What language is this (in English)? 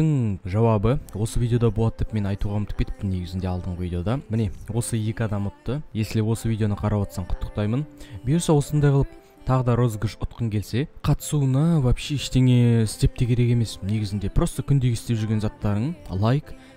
Kazakh